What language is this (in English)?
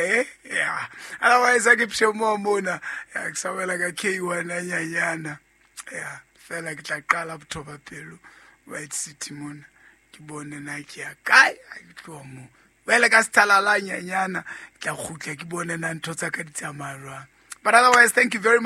Southern Sotho